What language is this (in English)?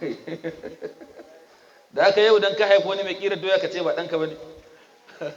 Hausa